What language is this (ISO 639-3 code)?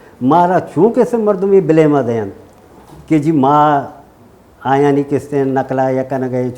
bal